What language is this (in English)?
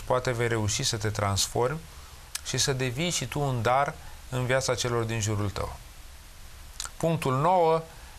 Romanian